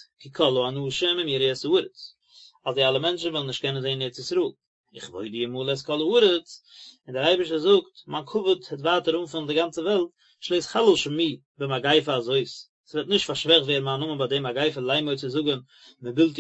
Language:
Yiddish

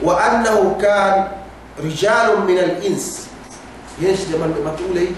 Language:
Yakan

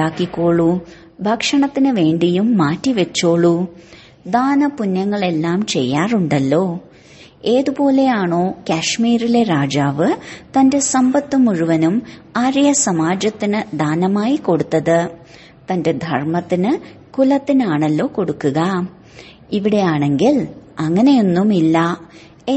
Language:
Malayalam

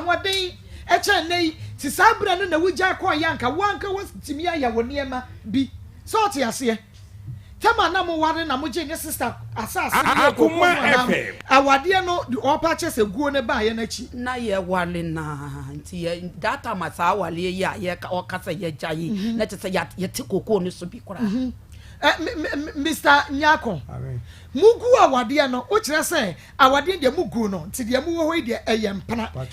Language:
Akan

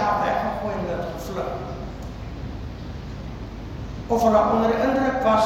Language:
Afrikaans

